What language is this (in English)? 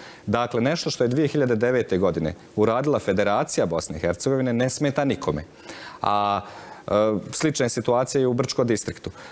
Bosnian